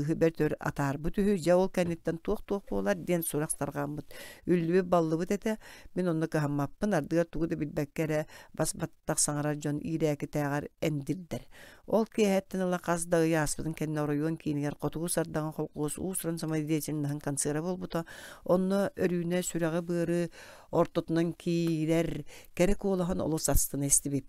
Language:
Yakut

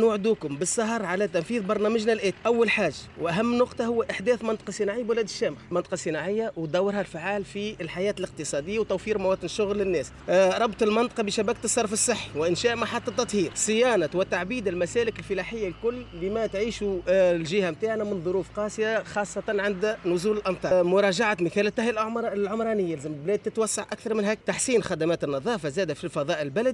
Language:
Tunisian Arabic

